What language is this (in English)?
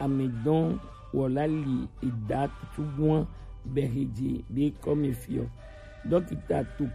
Gen